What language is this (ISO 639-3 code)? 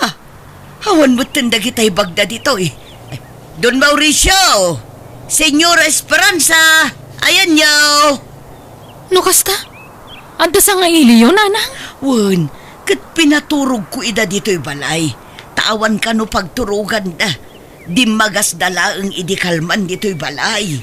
ilo